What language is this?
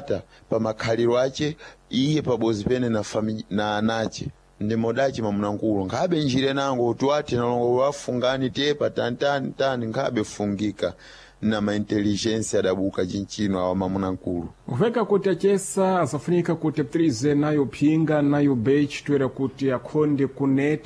Sena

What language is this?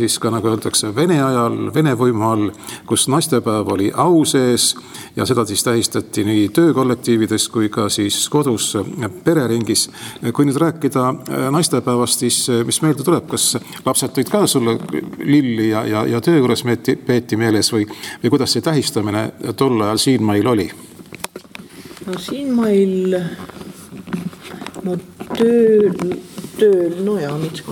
Estonian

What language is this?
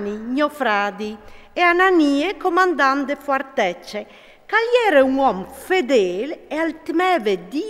Friulian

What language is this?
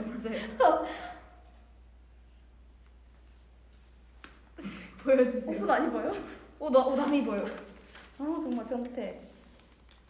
Korean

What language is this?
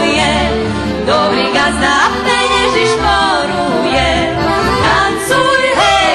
Rusyn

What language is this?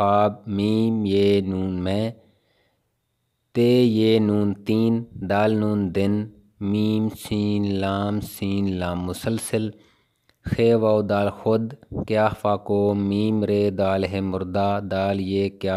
Urdu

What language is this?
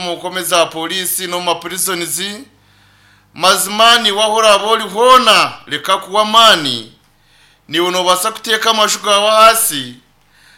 Nyankole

